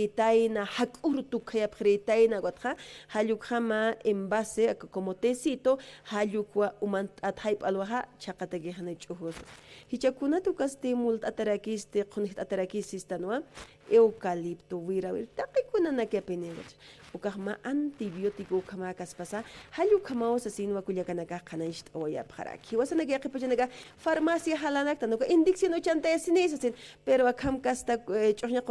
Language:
Aymara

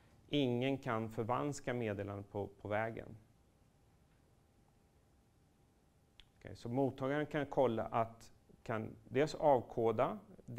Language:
Swedish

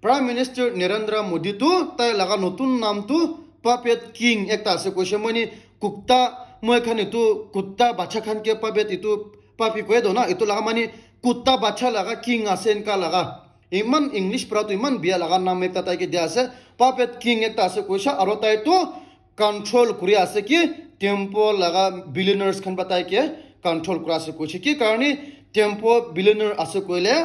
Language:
Naga Pidgin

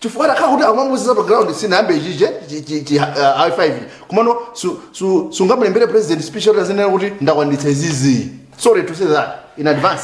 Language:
Nyanja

